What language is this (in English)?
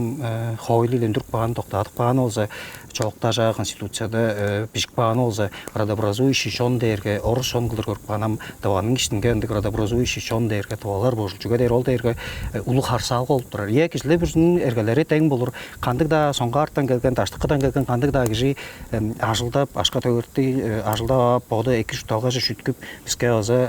Tuvinian